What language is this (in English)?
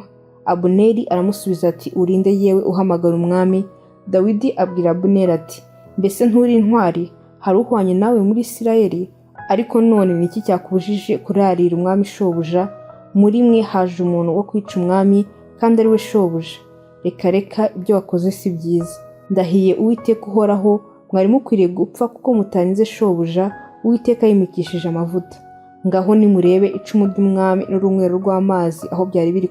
Kinyarwanda